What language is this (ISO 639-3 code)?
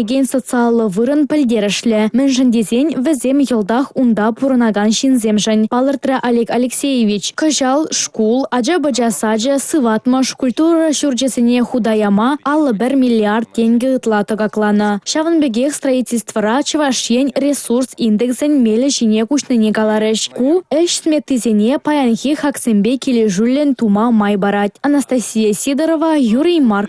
chv